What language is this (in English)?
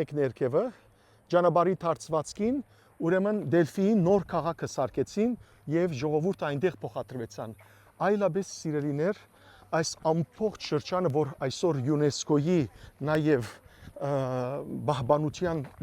Western Armenian